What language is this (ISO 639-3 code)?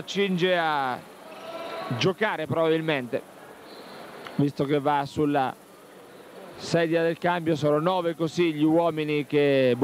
ita